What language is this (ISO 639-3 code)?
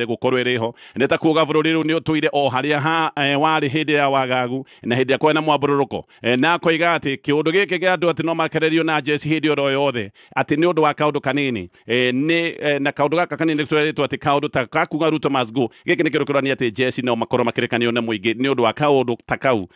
kik